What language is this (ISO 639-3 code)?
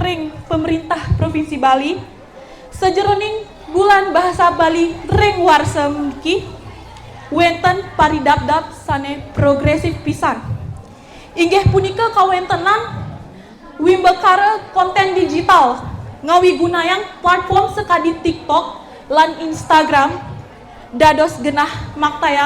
ban